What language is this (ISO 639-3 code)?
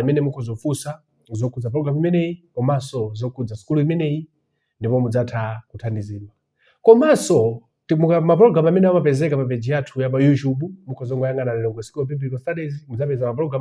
nya